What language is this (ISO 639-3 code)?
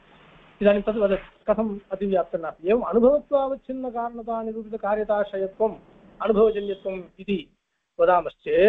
san